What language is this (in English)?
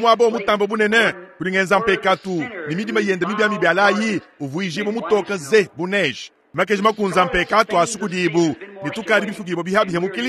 Luba-Lulua